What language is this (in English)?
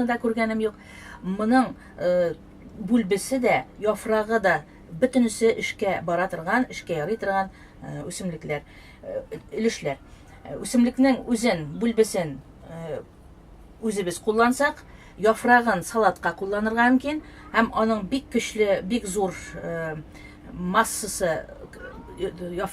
Tatar